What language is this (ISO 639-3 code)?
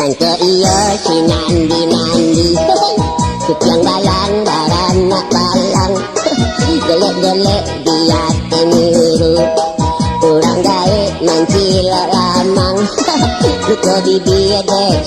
min